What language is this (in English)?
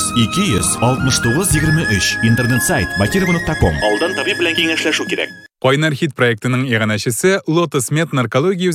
Tatar